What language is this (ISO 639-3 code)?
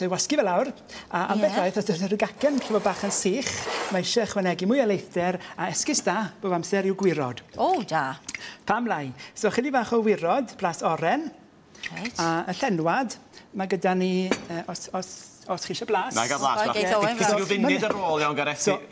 cym